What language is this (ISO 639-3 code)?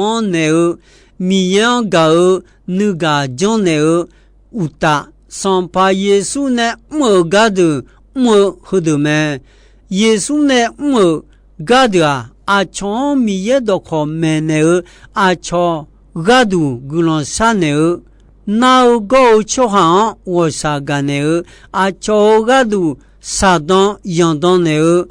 ahk